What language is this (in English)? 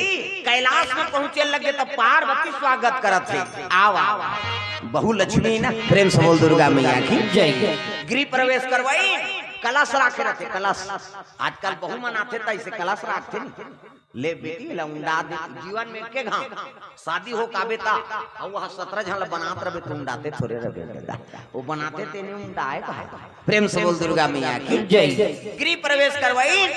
Chhattisgarhi